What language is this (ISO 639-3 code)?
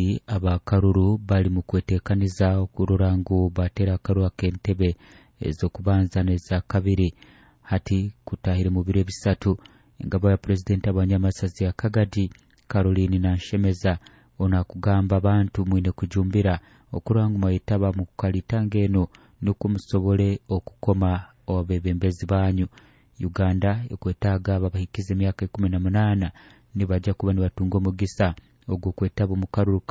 nyo